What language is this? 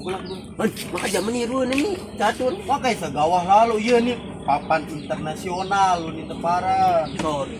Sasak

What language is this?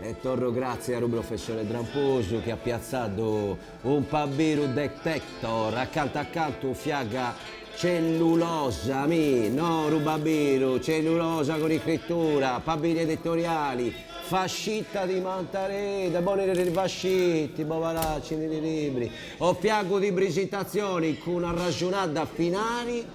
Sardinian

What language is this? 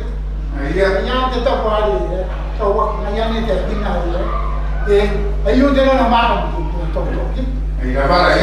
Gilbertese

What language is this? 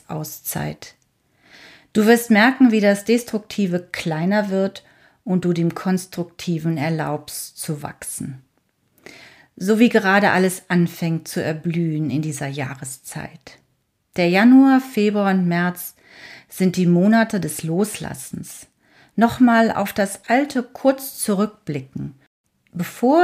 German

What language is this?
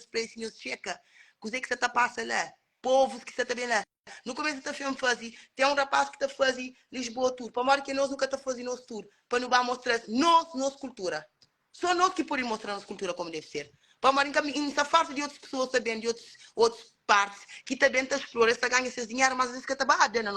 Kabuverdianu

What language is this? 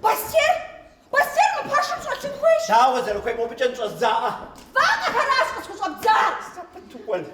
Kabardian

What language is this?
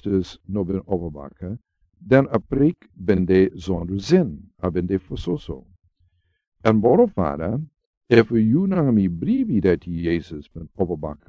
Sranan Tongo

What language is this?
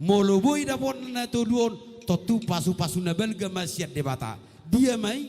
Batak Toba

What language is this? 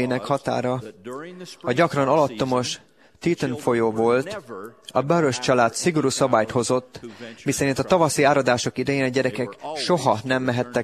Hungarian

